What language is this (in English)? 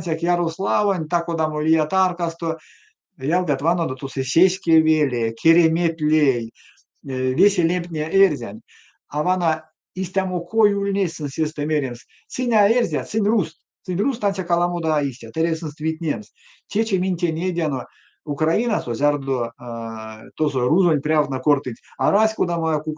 Erzya